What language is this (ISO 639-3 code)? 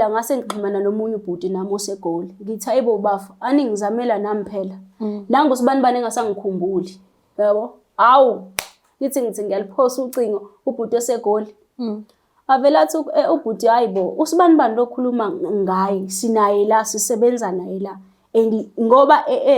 zul